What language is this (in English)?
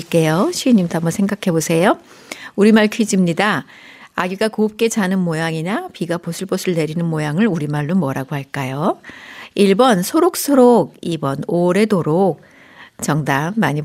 Korean